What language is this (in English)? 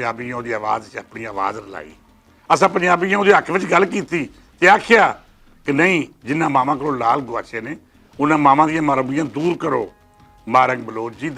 Western Panjabi